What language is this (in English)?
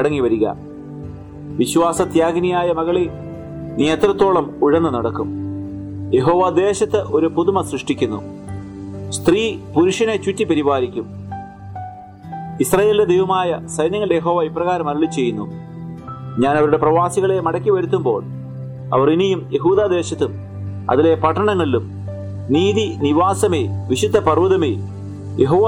Malayalam